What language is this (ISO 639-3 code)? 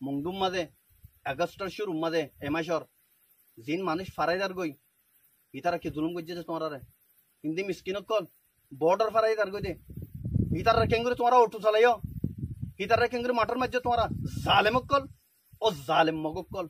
rhg